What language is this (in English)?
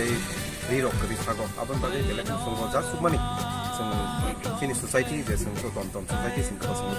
Kok Borok